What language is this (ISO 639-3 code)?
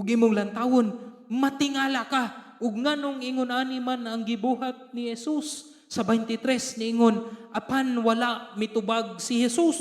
ceb